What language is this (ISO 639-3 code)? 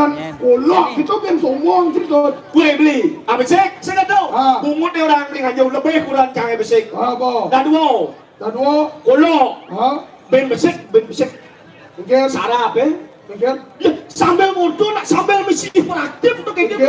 ban